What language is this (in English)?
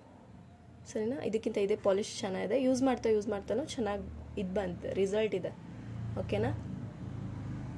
Kannada